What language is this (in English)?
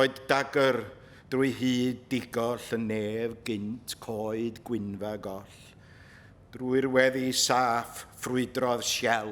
Welsh